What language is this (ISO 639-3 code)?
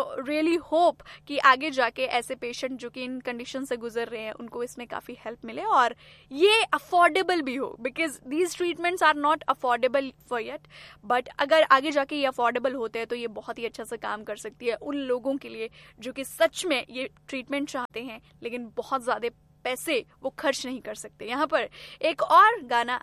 hin